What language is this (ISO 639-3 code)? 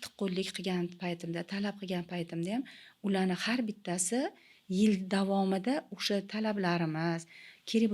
uzb